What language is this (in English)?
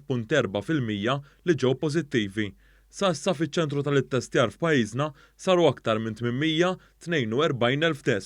Maltese